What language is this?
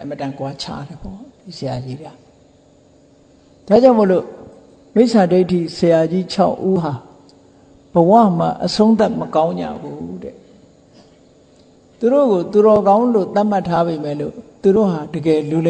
Burmese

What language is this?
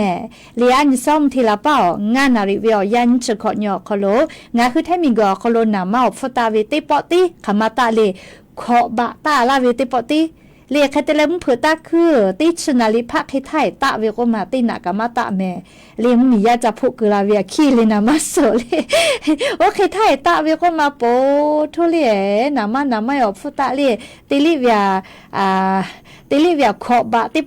Lahu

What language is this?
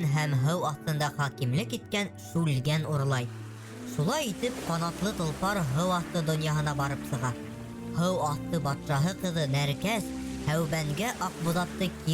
Bashkir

